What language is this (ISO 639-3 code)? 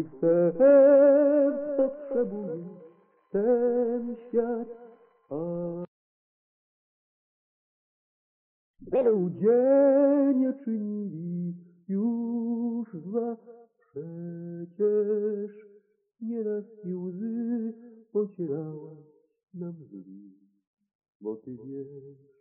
pol